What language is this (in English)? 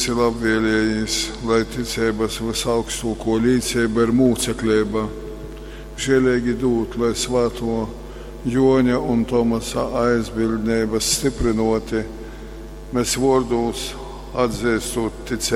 Latgalian